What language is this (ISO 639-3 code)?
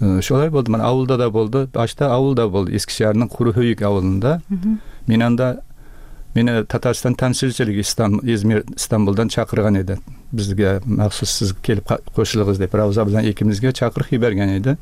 tat